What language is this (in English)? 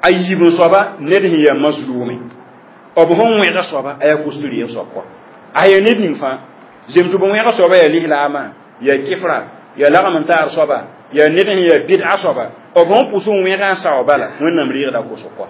Mossi